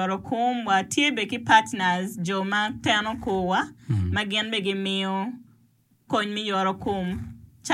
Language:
Acoli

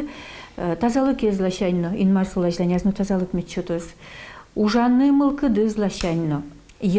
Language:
Udmurt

